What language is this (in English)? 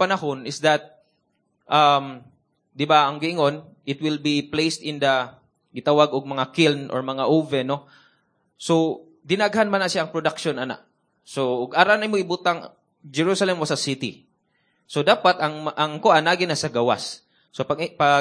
Cebuano